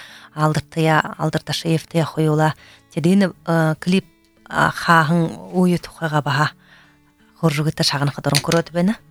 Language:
Buriat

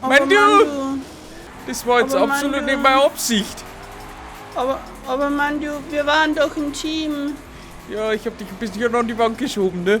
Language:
Bavarian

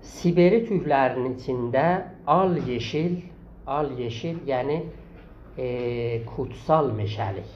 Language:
South Azerbaijani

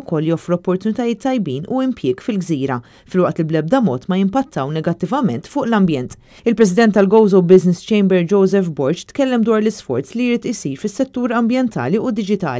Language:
Maltese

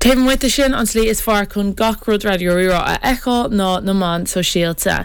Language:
Irish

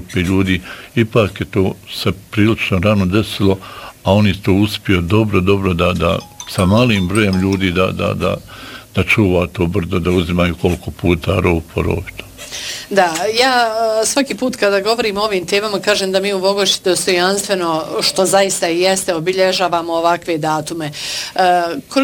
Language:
Bosnian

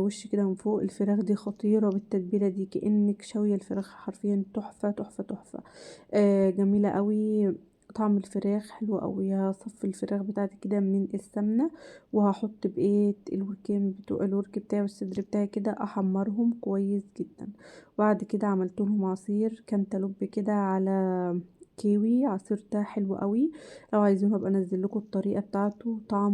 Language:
Egyptian Arabic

